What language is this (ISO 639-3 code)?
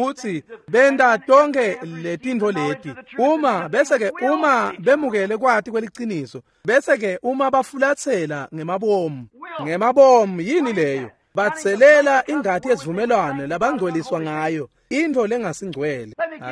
ssw